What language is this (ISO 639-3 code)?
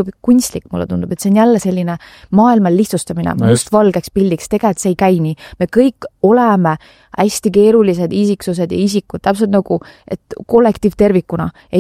est